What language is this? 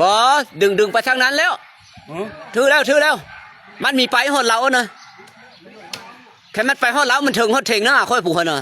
Lao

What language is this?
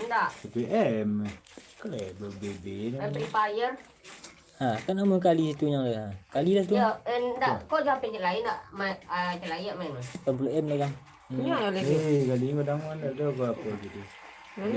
Minangkabau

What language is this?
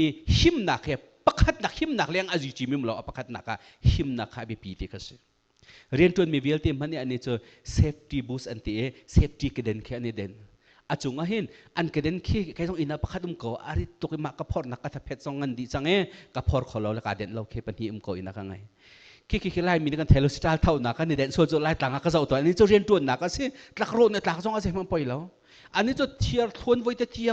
Hakha Chin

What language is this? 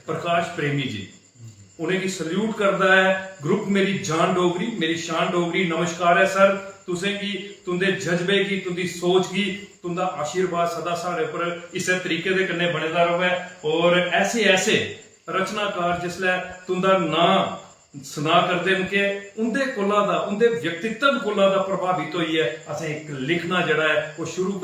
Dogri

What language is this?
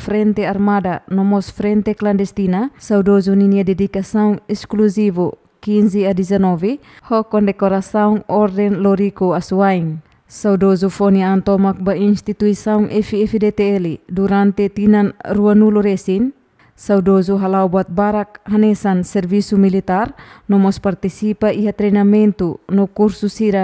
Tetum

